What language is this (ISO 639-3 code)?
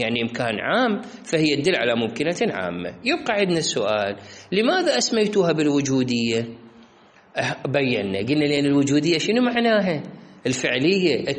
acm